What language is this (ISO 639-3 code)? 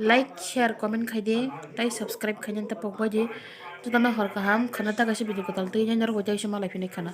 trp